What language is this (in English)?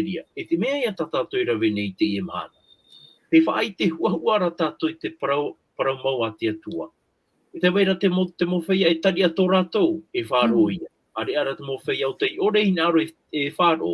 Tahitian